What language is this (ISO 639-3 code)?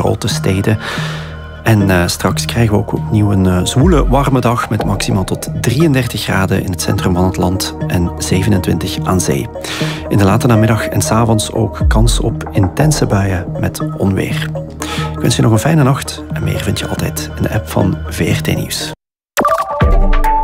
nld